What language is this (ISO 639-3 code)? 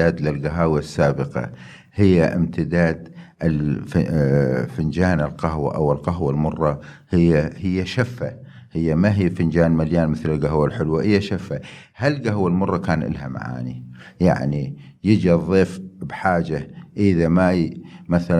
acm